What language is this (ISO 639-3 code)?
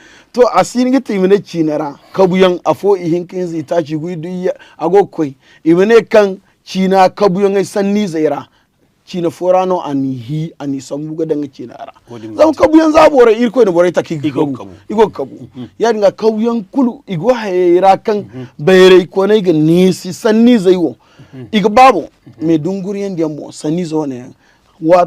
dje